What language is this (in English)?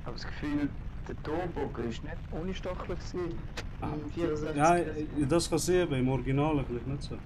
Swiss German